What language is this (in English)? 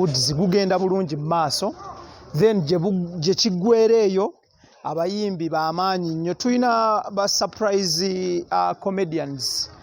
Ganda